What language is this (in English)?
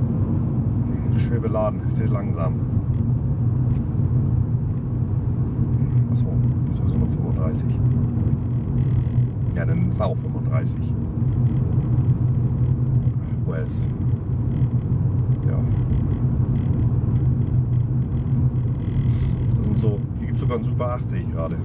German